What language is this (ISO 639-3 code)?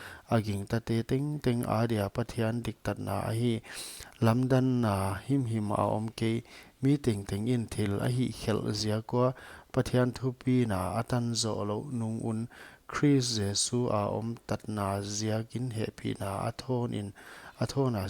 pck